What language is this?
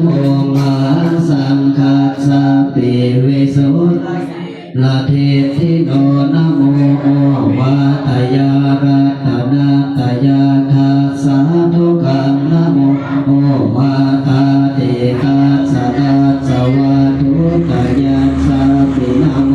Pali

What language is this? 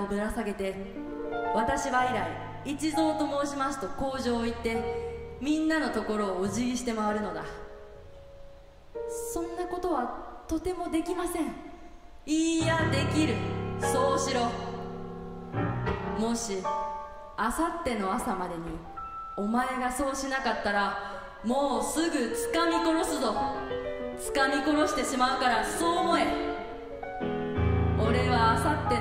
Japanese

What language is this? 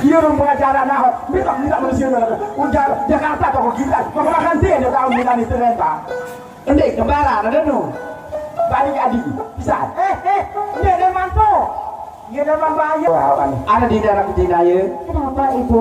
Sasak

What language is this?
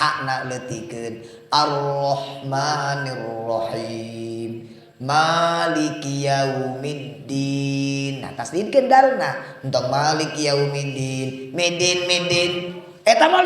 Sundanese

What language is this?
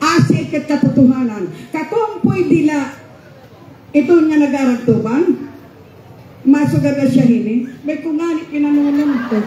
Waray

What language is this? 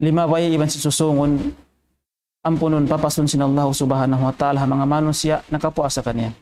Tausug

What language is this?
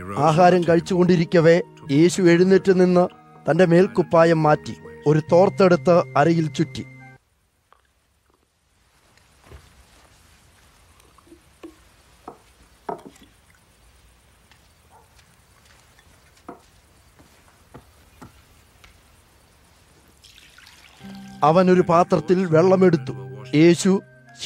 Malayalam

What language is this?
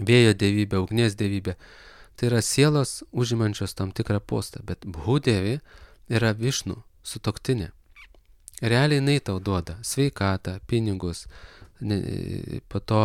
Lithuanian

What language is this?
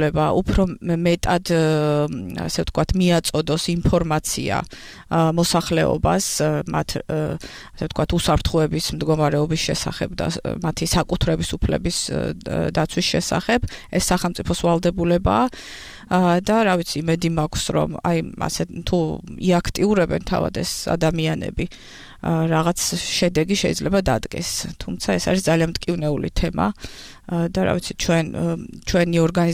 Georgian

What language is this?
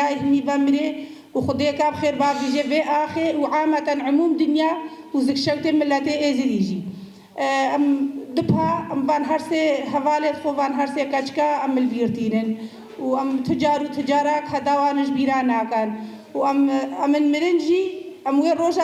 Kurdish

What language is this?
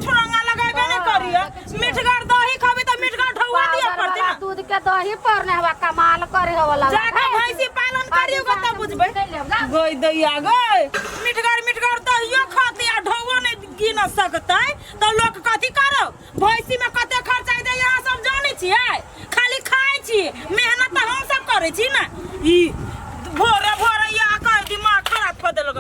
Maithili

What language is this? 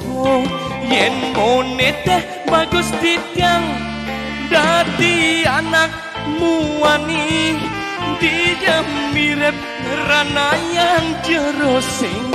Balinese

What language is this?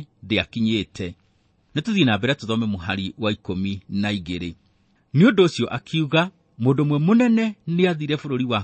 Kikuyu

